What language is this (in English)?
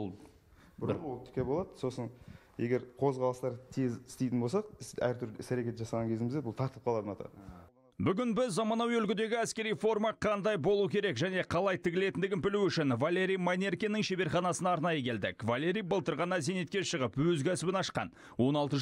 Kazakh